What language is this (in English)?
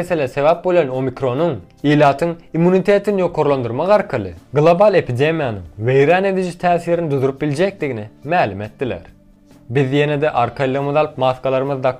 Turkmen